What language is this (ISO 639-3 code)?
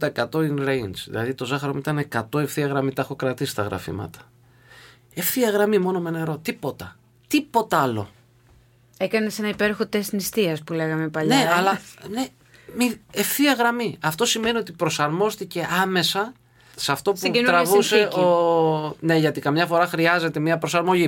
ell